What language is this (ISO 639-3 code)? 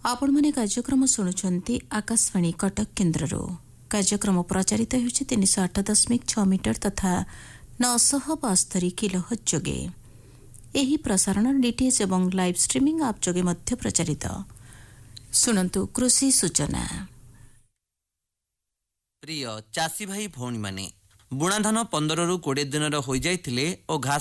ori